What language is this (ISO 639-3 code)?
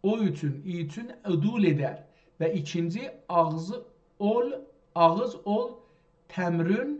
azb